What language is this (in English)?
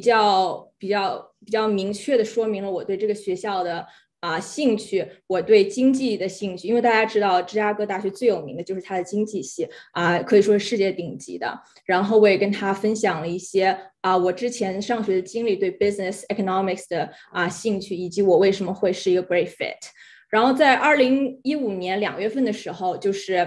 Chinese